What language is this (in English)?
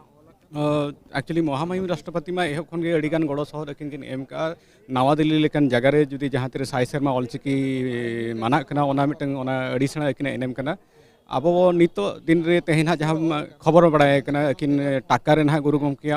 Santali